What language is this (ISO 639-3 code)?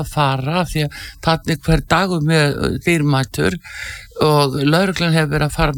isl